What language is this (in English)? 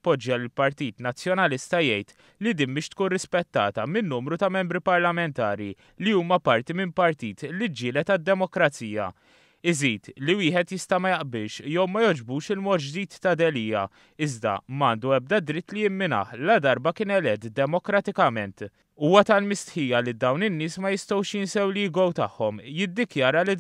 Maltese